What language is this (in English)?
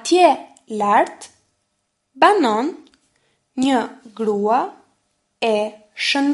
Albanian